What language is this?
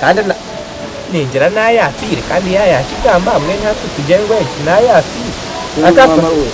Nyankole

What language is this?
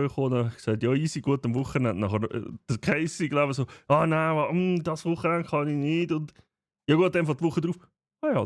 Swiss German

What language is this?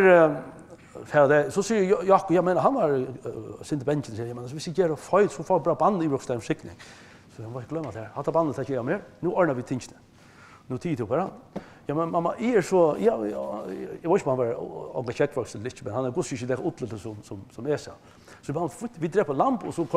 Faroese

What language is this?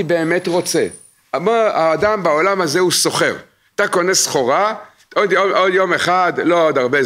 Hebrew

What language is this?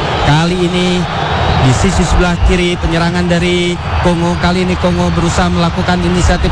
Indonesian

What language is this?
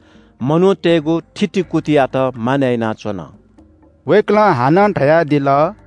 Newari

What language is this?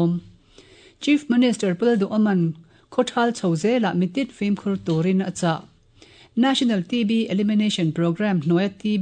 Mizo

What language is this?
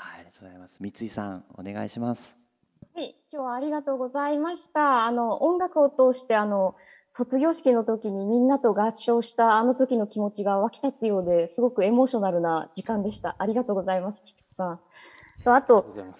Japanese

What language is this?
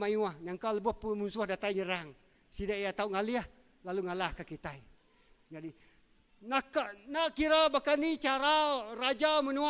Iban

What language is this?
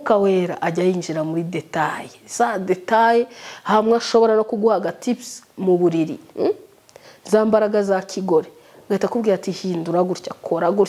Kinyarwanda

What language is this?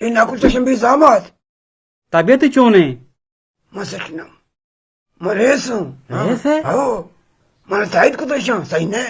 Eastern Balochi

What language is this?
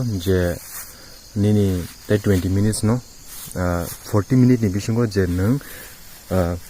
Kok Borok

